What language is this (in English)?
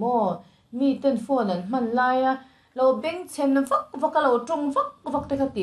Mizo